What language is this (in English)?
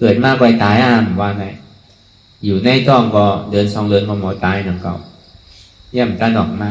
Shan